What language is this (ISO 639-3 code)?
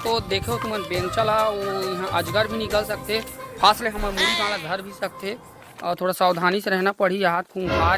hne